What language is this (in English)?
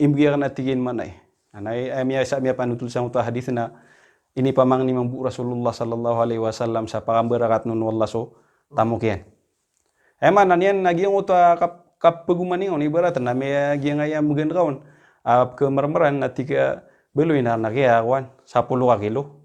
Maranao